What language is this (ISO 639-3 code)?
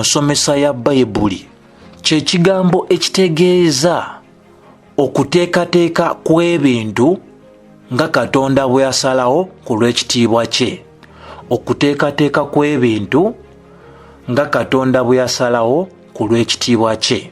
lug